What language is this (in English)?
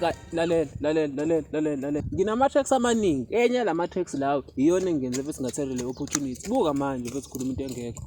Zulu